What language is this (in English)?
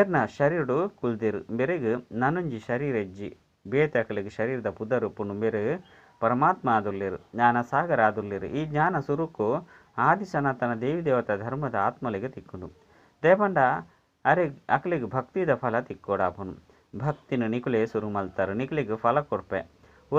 Tulu